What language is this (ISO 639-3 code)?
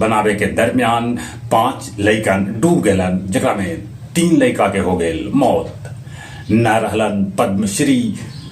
mag